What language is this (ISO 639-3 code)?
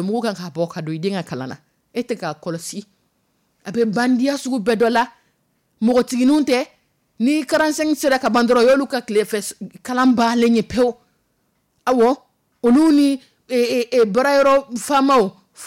dyu